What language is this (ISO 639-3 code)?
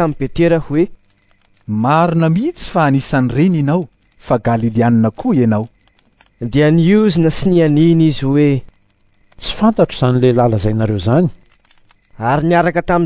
mlg